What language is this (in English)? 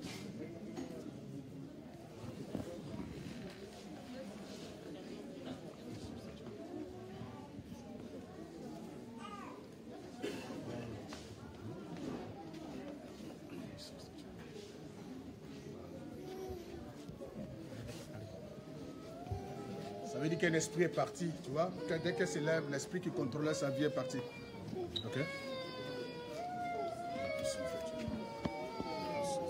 French